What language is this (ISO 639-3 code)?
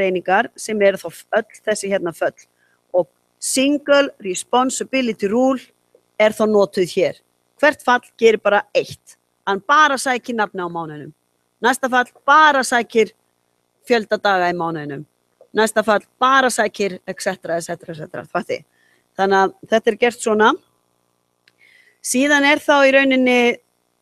isl